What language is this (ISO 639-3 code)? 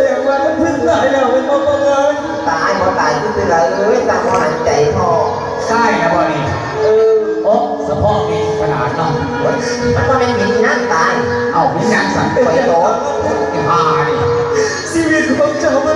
tts